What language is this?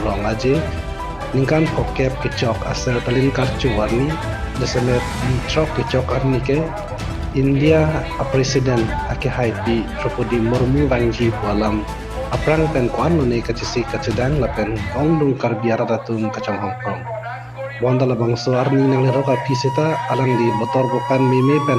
Karbi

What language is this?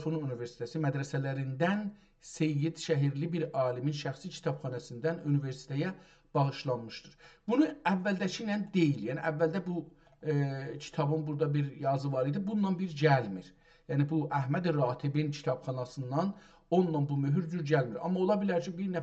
South Azerbaijani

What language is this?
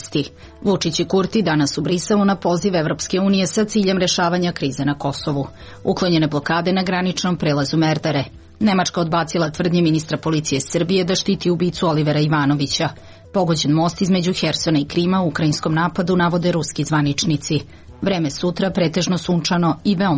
Serbian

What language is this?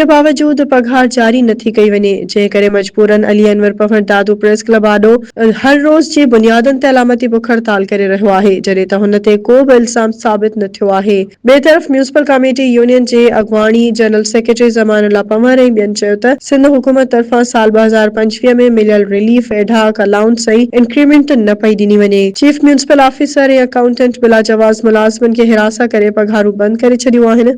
Sindhi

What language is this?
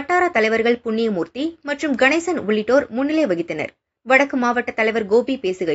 Tamil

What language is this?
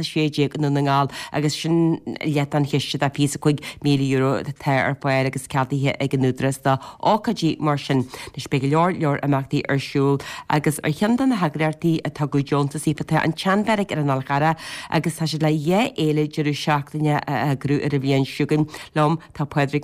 Irish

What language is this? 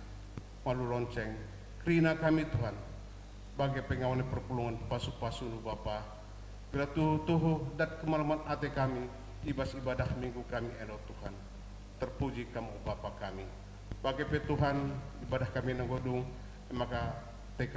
Batak Karo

